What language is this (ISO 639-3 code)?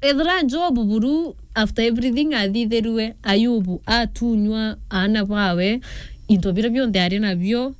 mer